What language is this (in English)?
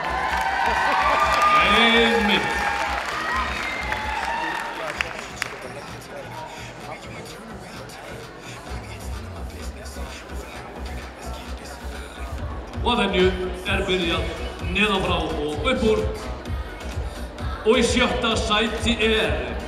Icelandic